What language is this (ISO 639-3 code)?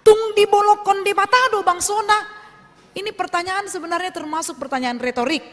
bbc